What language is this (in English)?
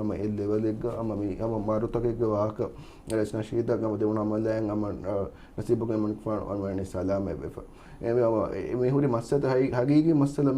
Divehi